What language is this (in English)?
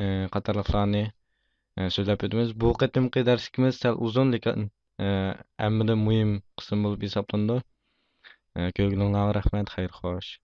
Uyghur